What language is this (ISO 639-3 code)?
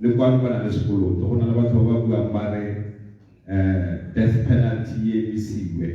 tsn